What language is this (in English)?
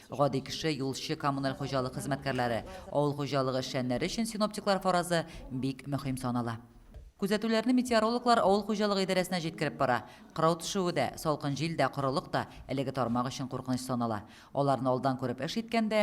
Tatar